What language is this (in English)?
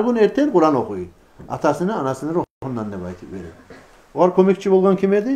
Kumyk